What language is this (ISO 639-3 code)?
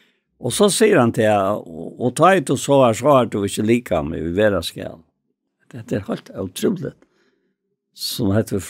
fao